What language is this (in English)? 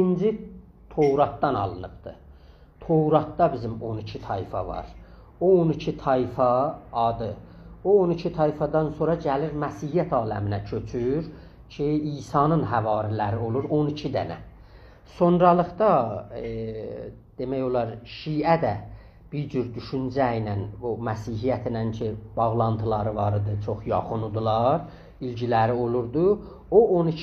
South Azerbaijani